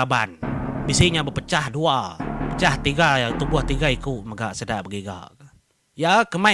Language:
Iban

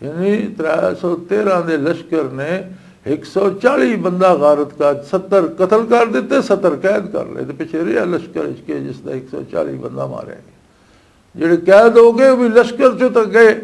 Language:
Western Panjabi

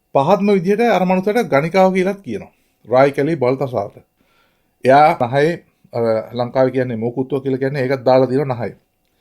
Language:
Sinhala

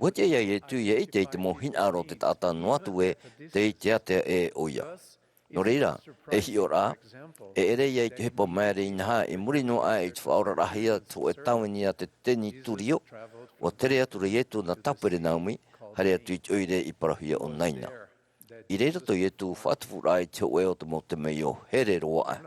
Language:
Tahitian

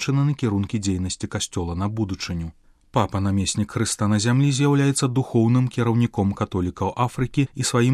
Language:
Belarusian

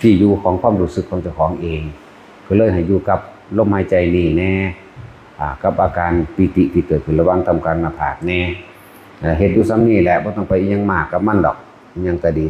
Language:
Northeastern Thai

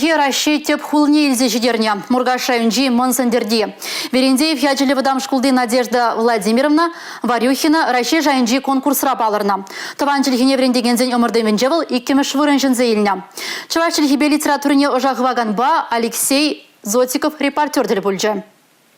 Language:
Chuvash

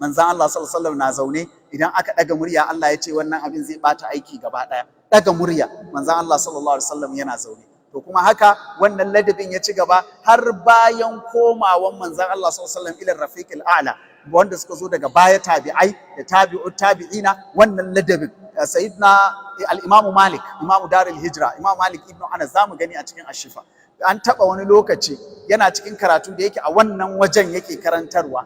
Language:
Hausa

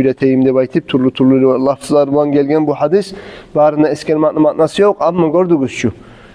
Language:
Kumyk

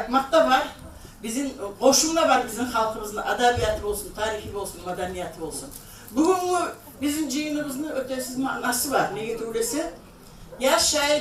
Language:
Kumyk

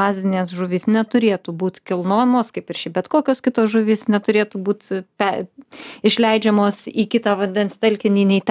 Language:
Lithuanian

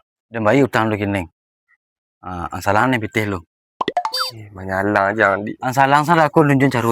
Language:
Minangkabau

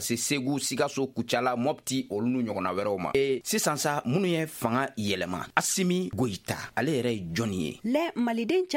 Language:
Bambara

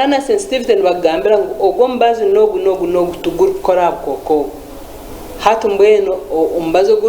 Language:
Nyankole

